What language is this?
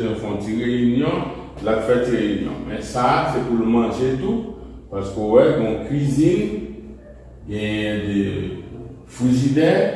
Haitian Creole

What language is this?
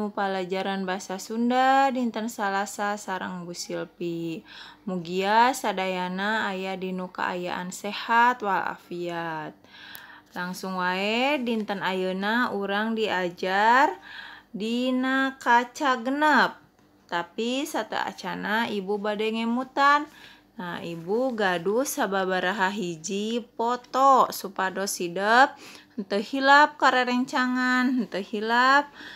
Sundanese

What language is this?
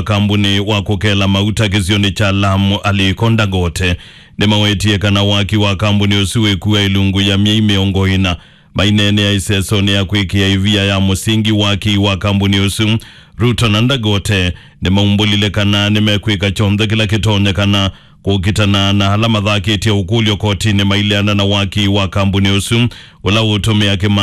Kamba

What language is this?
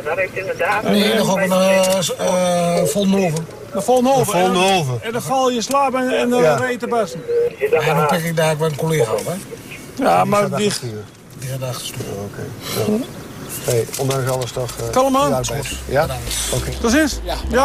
Dutch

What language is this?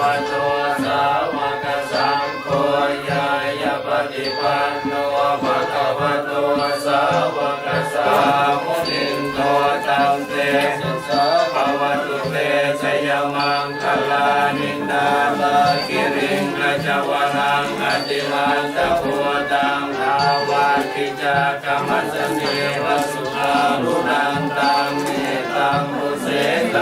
Pali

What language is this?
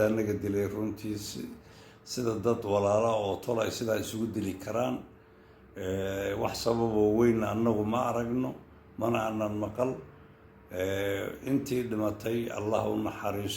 Somali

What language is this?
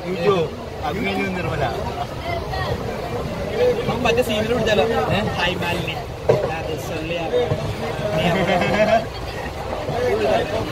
Malayalam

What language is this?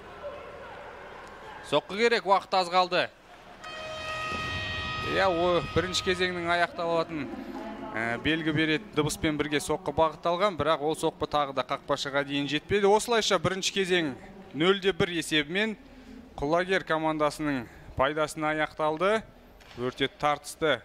Kazakh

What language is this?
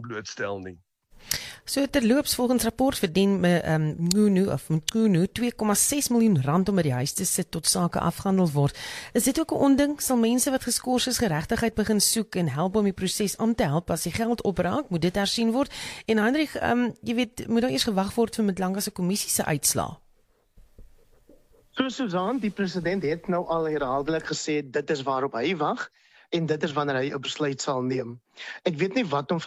Afrikaans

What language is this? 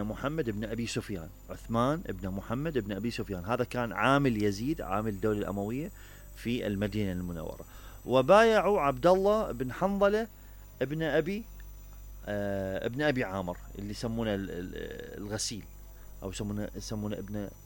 Mesopotamian Arabic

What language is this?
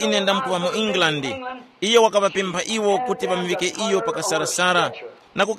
Tumbuka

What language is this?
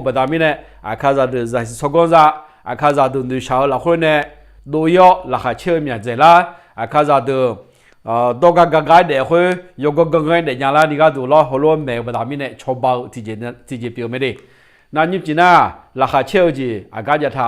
Akha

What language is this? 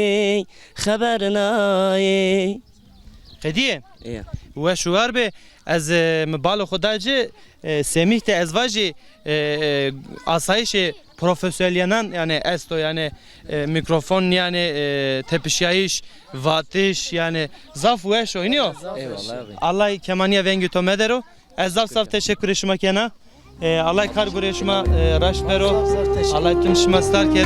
Zaza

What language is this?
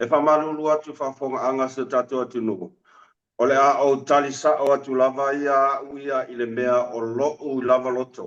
Samoan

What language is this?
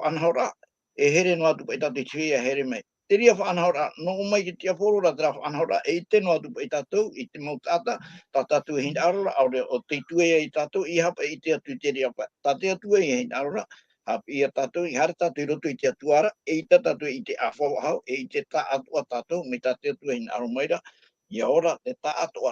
Tahitian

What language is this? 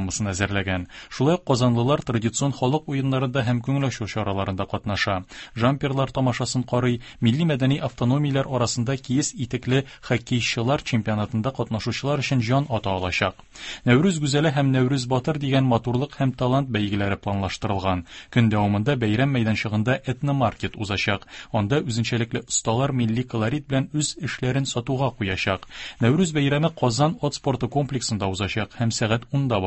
Tatar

